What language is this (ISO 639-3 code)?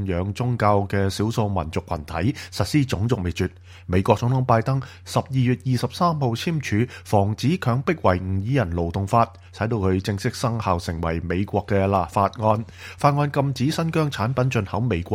yue